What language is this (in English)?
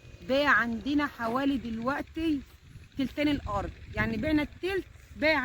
Egyptian Arabic